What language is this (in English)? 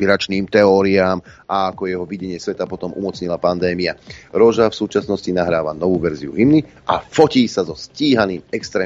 Slovak